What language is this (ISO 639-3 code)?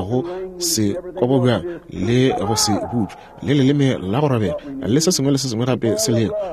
nso